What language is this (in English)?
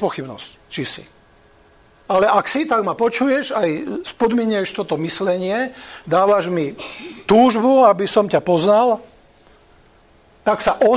Slovak